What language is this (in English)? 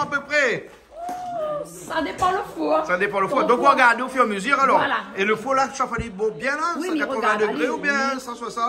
Réunion Creole French